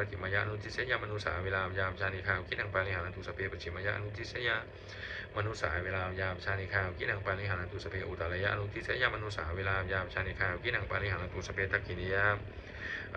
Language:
Pali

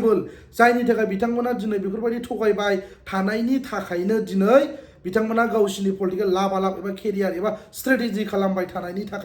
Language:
Bodo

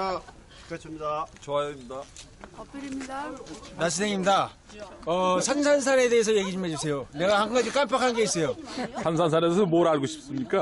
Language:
Korean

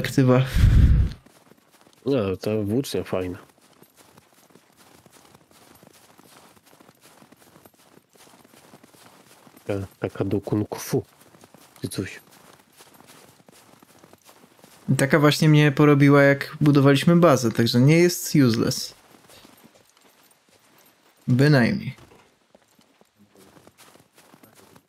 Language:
Polish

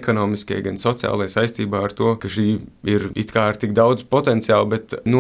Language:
Latvian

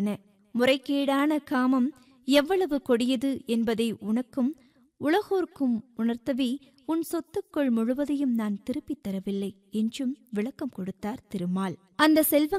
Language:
Tamil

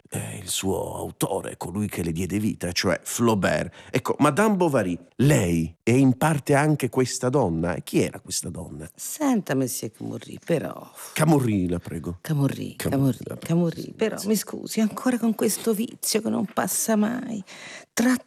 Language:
Italian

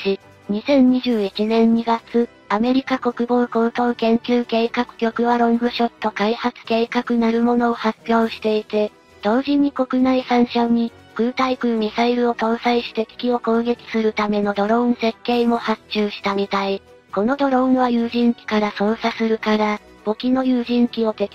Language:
Japanese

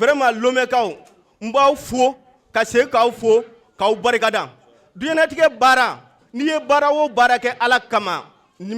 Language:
Bambara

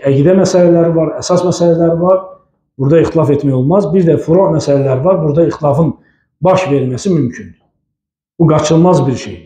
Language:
Azerbaijani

